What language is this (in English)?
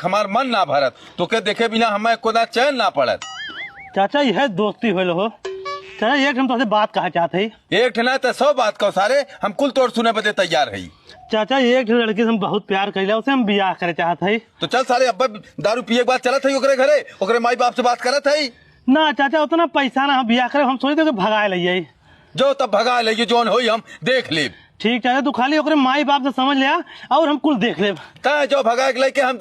Awadhi